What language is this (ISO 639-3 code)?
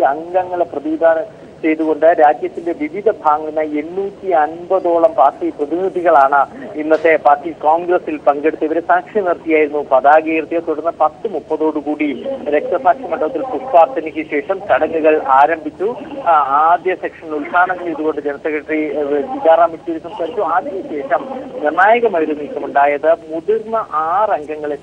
mal